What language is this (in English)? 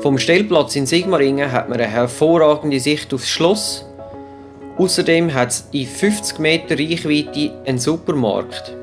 Swiss German